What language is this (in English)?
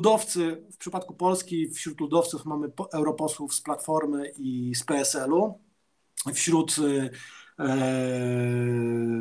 Polish